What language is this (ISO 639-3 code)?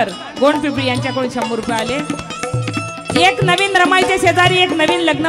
mar